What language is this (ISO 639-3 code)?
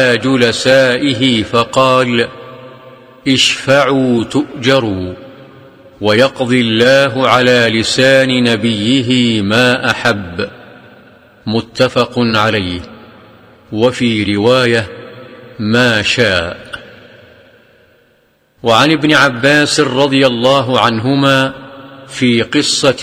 ara